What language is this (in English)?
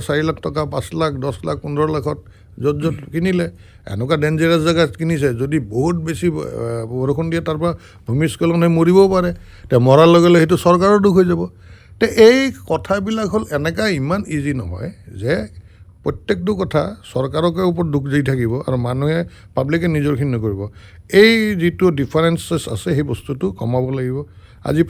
Assamese